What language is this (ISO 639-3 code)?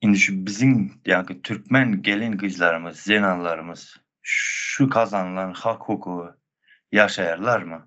tuk